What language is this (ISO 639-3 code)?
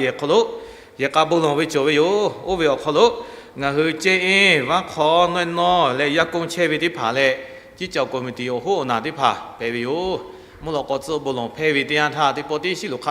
lhu